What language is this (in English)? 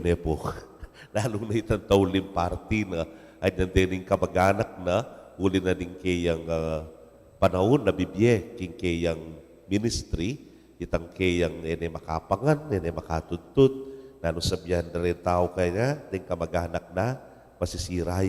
Pampanga